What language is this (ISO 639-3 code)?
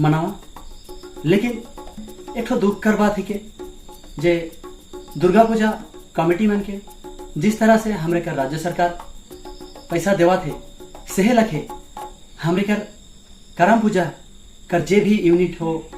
sck